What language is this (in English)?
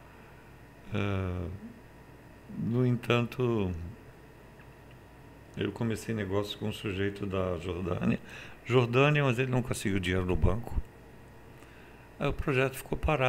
Portuguese